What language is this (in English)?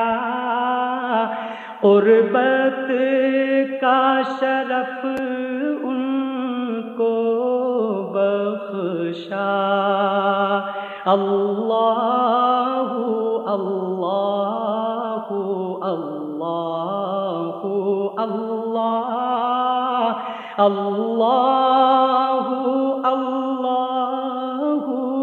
Urdu